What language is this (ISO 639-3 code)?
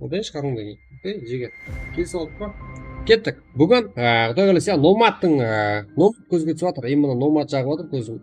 kaa